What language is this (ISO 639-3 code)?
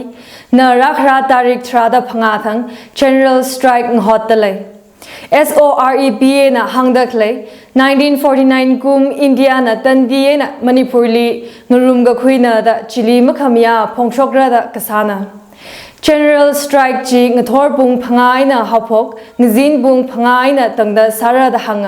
nmf